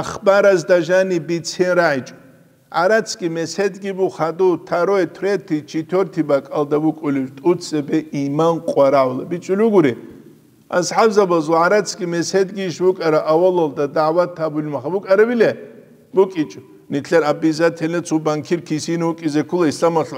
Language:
Avaric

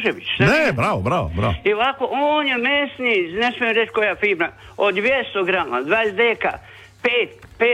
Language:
Croatian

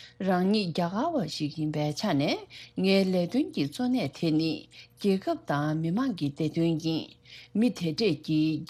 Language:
Tibetan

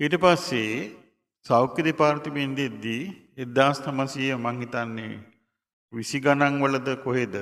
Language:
Sinhala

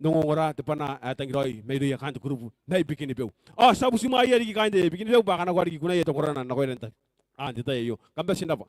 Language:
Gilbertese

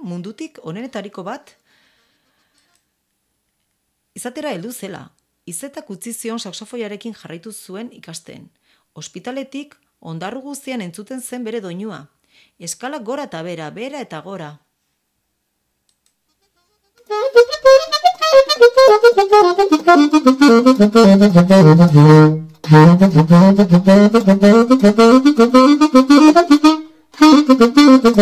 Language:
Basque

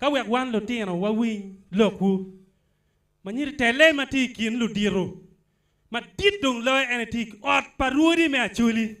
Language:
Acoli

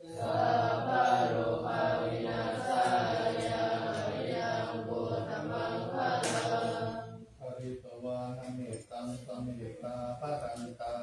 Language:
Pali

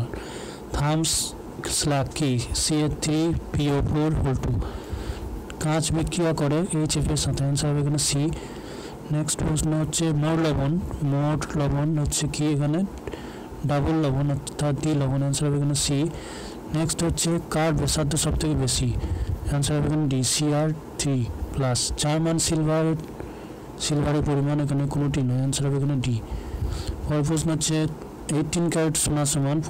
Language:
Bangla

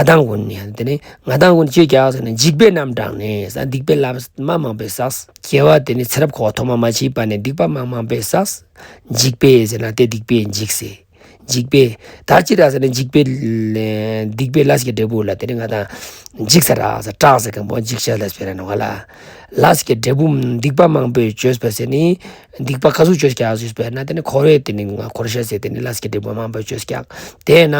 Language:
Ladakhi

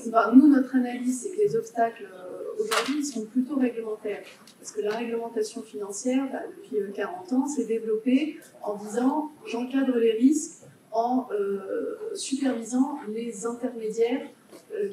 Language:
French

